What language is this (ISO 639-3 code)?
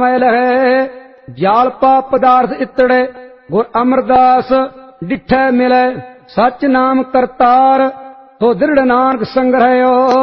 pan